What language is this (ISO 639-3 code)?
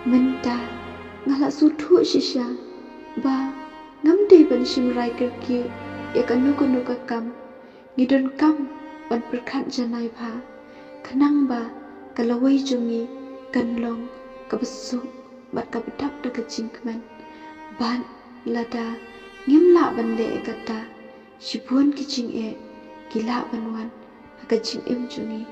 kha